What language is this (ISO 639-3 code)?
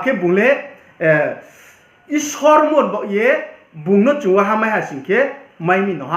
ria